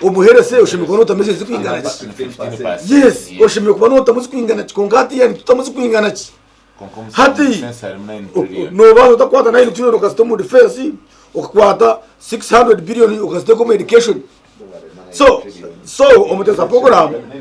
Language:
Nyankole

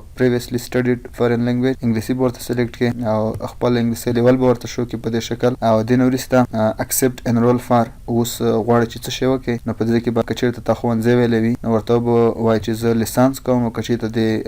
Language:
Pashto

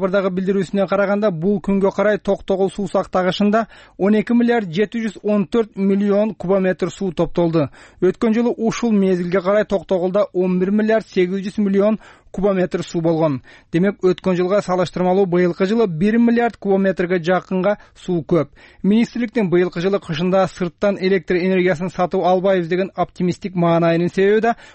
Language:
Kyrgyz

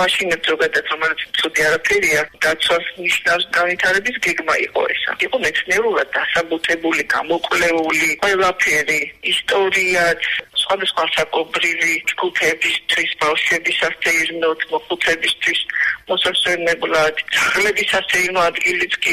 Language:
Georgian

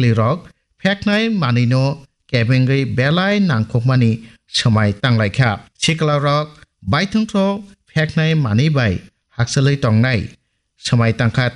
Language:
Kok Borok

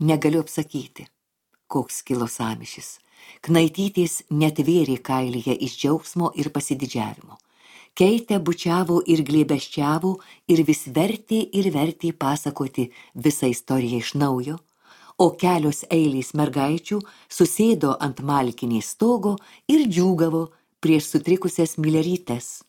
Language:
Lithuanian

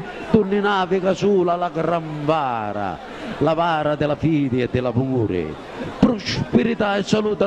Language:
Sicilian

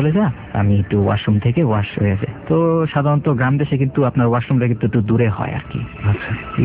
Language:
Bangla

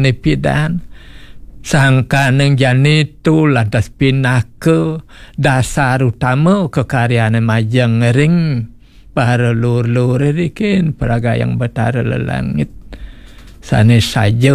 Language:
Balinese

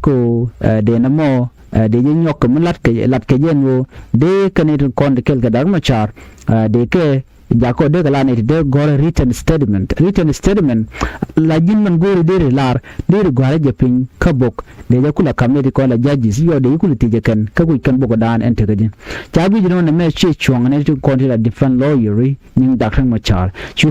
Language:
Nuer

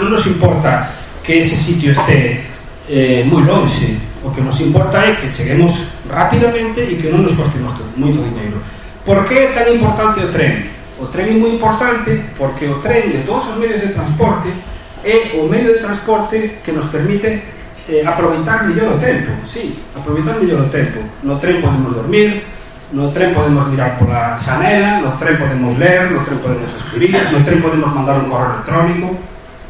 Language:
Galician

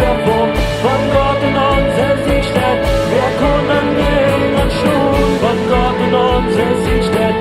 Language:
Plautdietsch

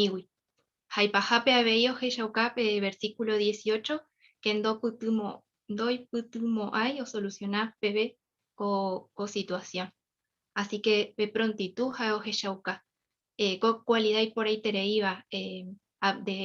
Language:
Guarani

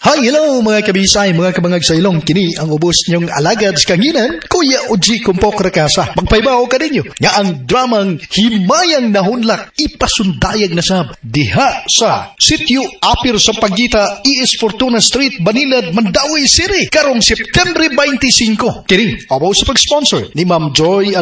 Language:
Cebuano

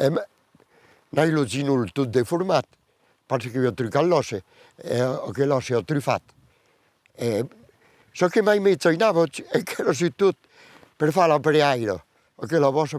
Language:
Occitan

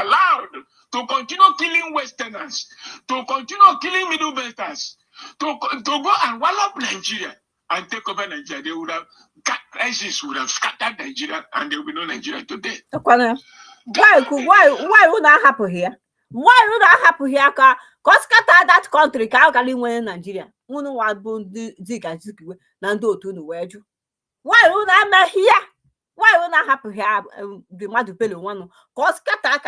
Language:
Igbo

